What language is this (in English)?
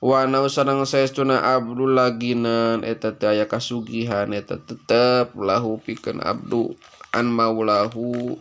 Sundanese